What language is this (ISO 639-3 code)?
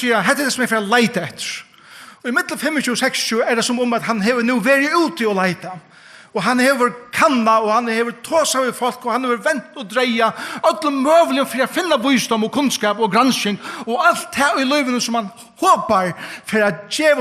fao